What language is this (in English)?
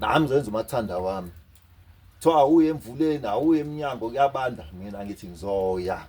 Zulu